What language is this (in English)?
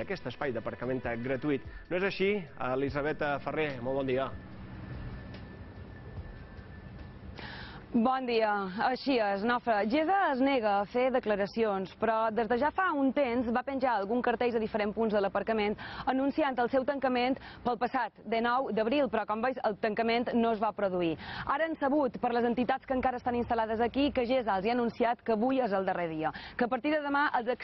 Catalan